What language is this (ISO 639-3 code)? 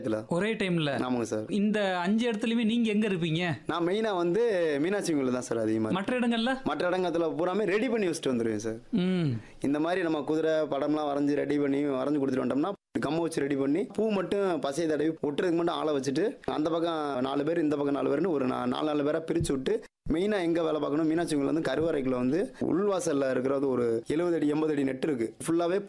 tam